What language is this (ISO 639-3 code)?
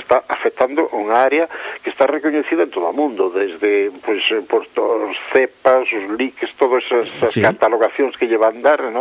glg